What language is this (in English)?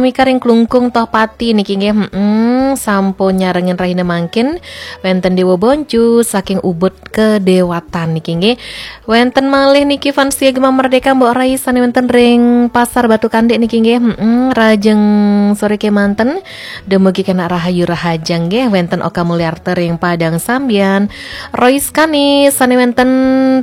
Balinese